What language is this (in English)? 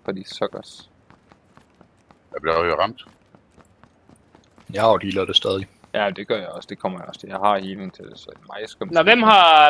Danish